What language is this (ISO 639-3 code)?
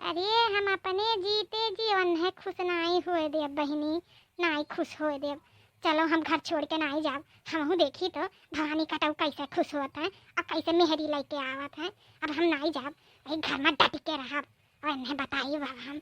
awa